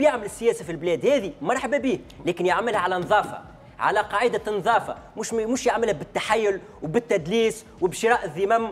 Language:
Tunisian Arabic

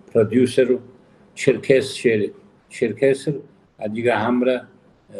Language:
Kabardian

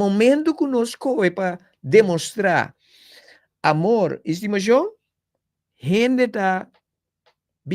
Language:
Papiamento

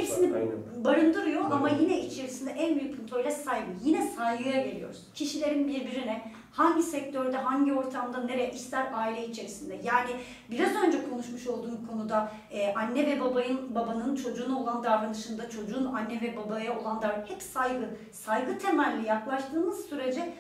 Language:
Turkish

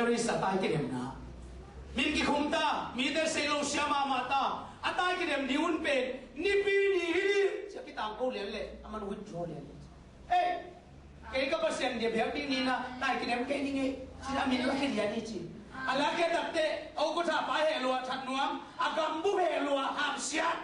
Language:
Tedim Chin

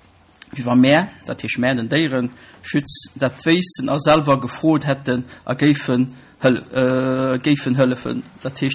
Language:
Luxembourgish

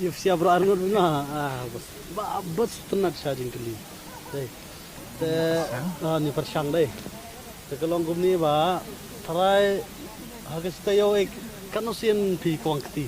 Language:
Khasi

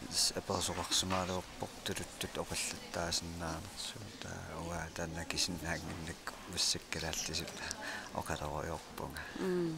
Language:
Kalaallisut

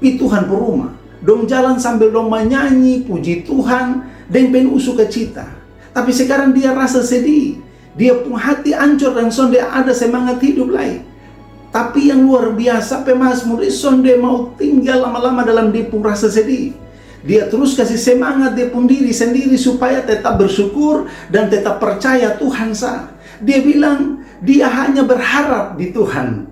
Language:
Kupang Malay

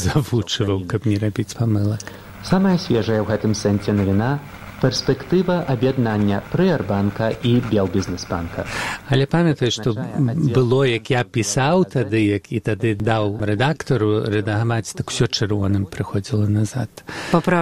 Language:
Belarusian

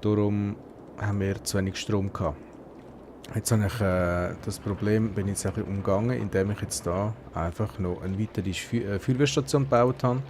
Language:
Swiss German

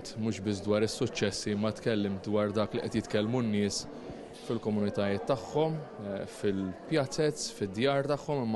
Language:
Maltese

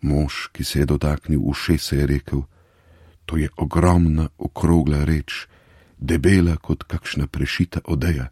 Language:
Slovenian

